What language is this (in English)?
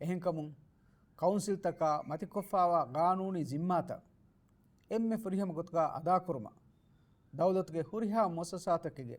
Divehi